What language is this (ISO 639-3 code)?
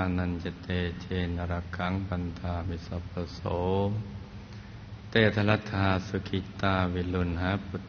tha